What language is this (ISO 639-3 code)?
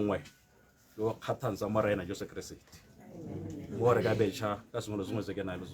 tsn